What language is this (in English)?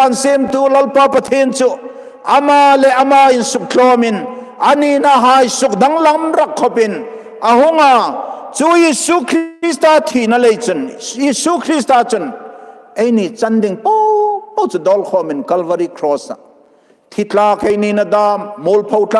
Hmar